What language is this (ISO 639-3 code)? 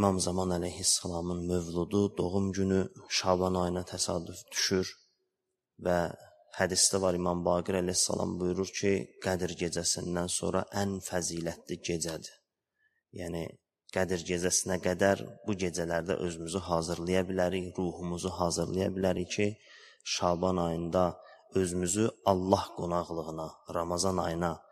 aze